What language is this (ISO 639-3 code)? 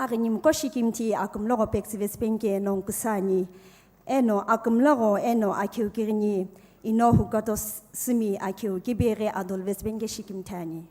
nsm